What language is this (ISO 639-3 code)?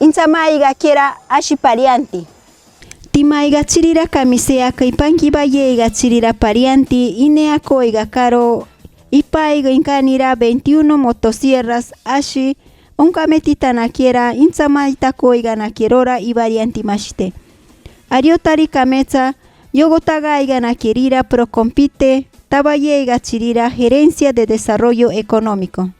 mcb